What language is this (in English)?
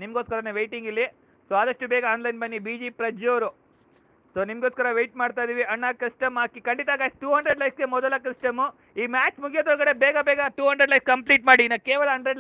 Kannada